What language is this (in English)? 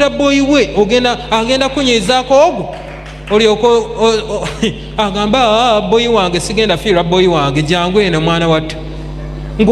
Ganda